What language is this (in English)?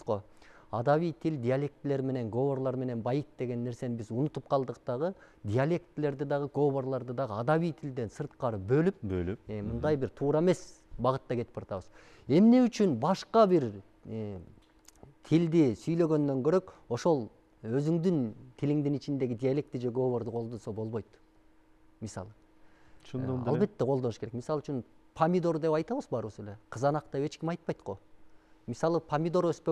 Kyrgyz